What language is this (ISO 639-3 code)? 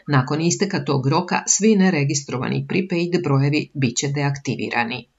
srp